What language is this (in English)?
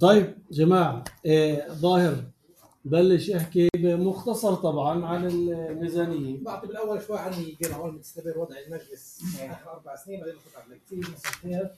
North Levantine Arabic